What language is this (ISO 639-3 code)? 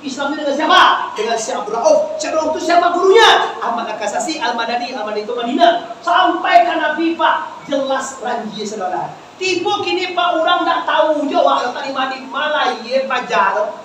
min